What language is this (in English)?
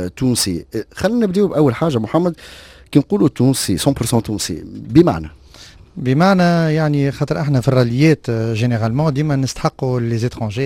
Tunisian Arabic